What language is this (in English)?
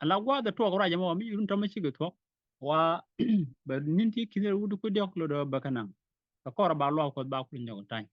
Nuer